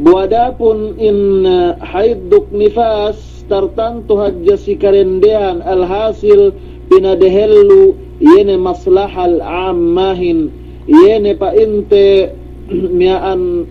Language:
Yakan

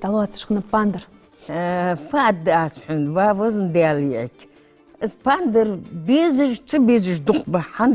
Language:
Ingush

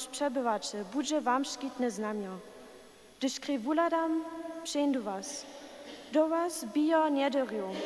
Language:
Upper Sorbian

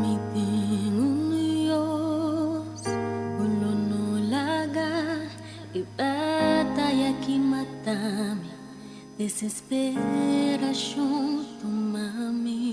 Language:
Papiamento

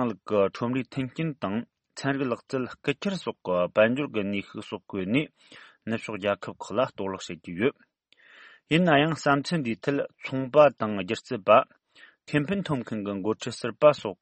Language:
Tibetan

